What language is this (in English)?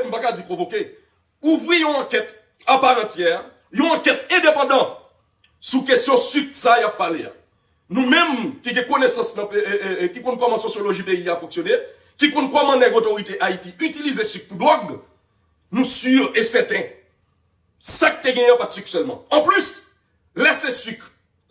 Haitian Creole